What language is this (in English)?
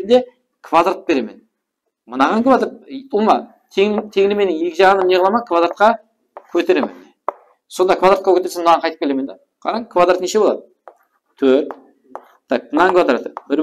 Kara-Kalpak